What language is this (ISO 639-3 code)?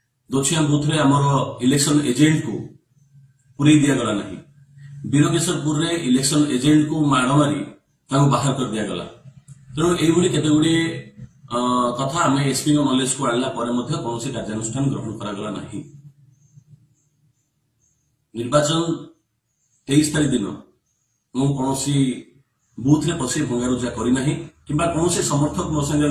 ori